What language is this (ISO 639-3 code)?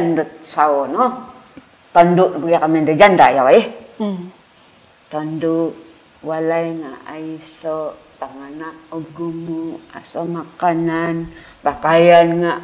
dtp